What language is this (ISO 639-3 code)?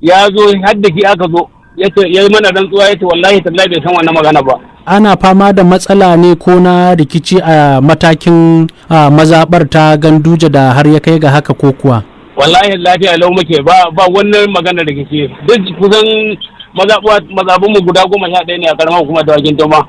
hau